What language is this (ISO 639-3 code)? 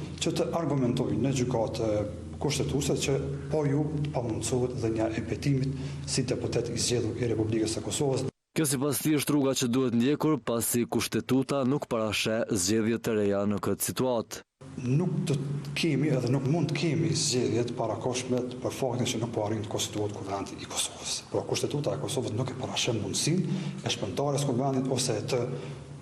sqi